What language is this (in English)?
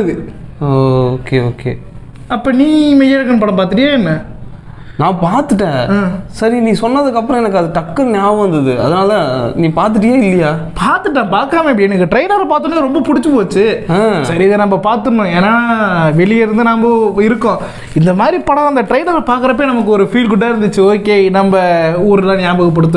Tamil